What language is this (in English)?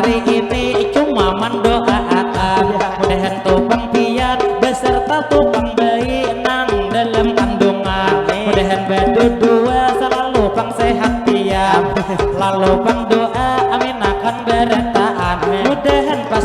Banjar